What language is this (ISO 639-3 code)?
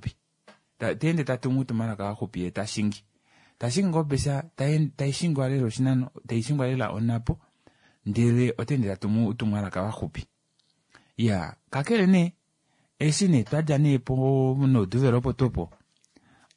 kua